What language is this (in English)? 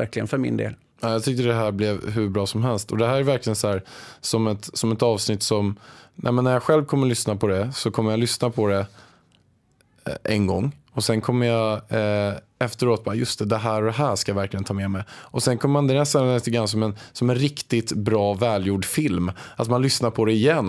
Swedish